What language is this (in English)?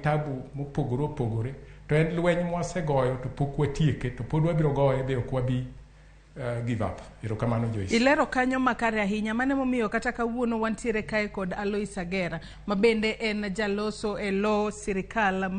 Luo (Kenya and Tanzania)